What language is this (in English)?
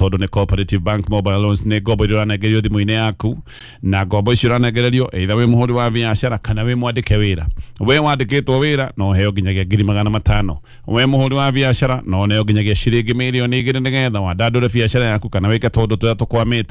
Kikuyu